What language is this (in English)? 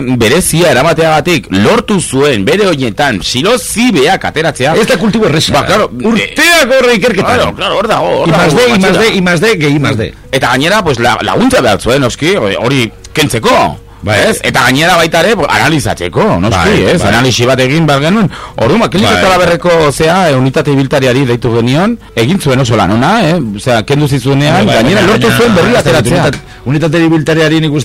Basque